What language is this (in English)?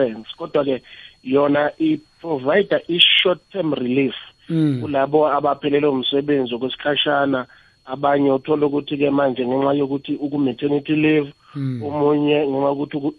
South Ndebele